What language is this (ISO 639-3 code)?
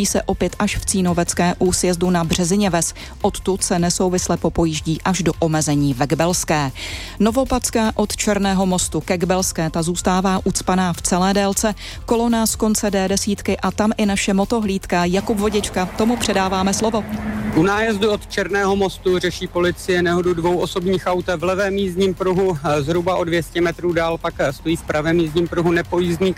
ces